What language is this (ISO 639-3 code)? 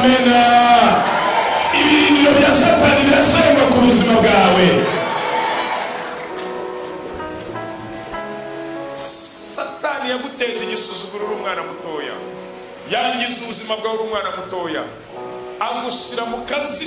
kin